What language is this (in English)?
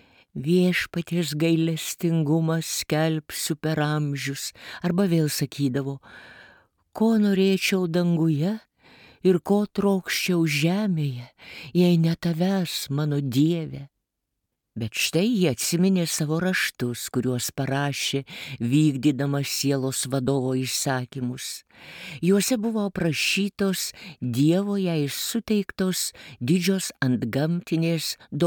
Lithuanian